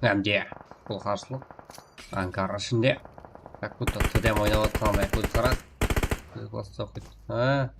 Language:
Kara-Kalpak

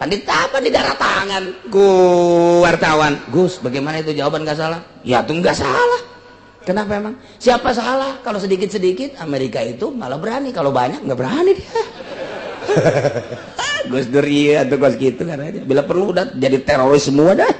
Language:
Sundanese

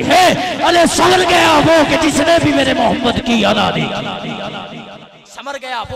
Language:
Hindi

